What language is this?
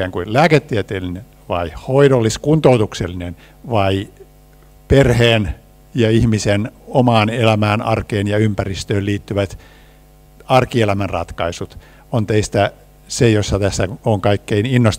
Finnish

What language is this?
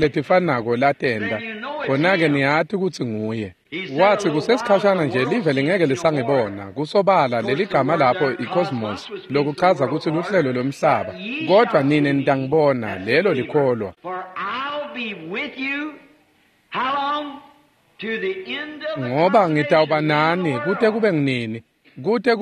Swati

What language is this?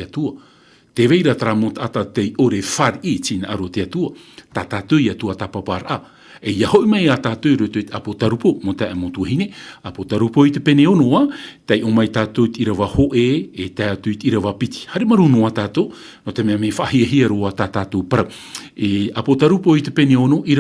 Tahitian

